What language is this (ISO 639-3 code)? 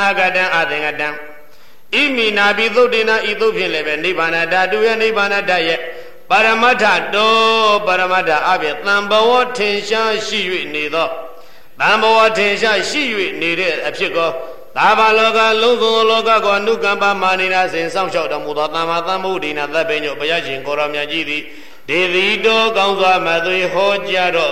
mya